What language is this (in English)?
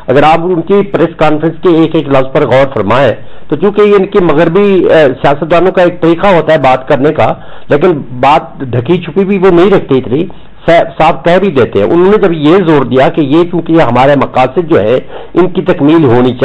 Urdu